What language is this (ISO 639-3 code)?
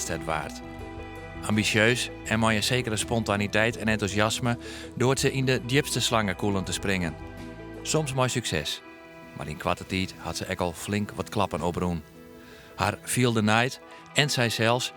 fry